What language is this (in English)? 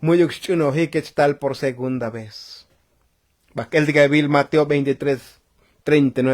Tzotzil